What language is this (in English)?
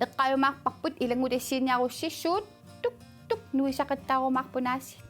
Kalaallisut